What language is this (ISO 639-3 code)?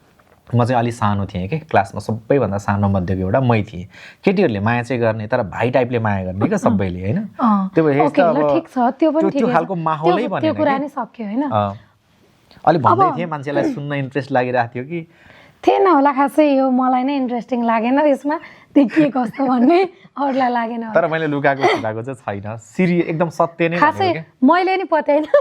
nep